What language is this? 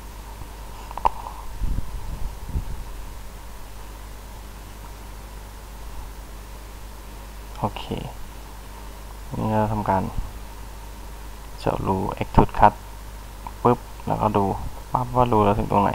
Thai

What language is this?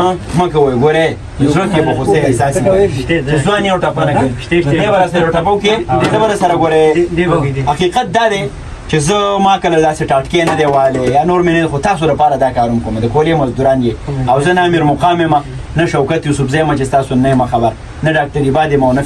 Pashto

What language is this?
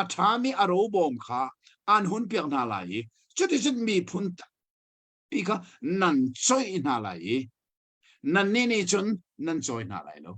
Hakha Chin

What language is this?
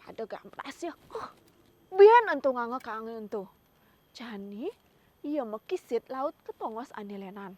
Balinese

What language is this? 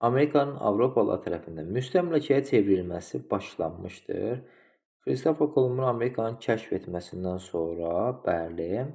Azerbaijani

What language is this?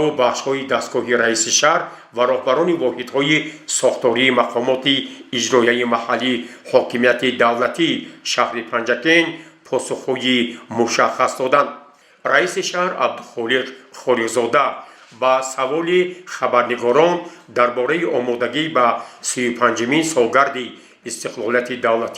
Tajik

